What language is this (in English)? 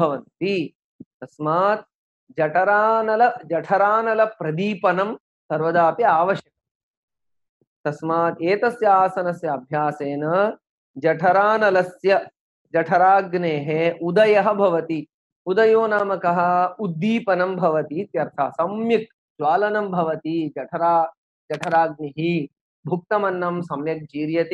Sanskrit